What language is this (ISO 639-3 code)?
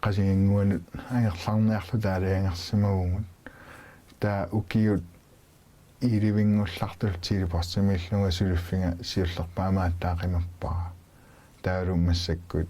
kal